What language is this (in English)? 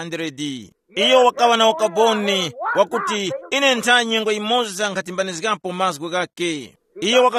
Tumbuka